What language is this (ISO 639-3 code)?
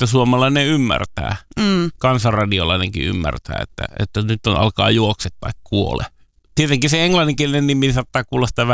fin